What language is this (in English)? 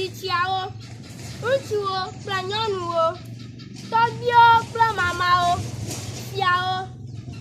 Ewe